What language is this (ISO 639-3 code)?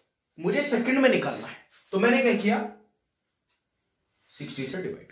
hin